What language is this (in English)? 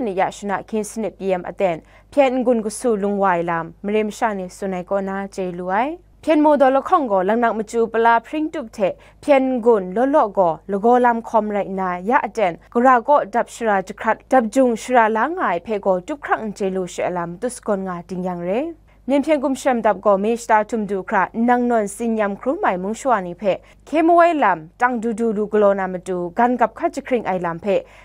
Kachin